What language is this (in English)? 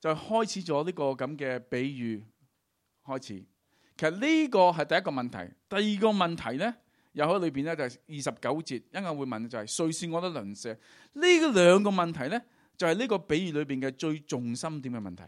Cantonese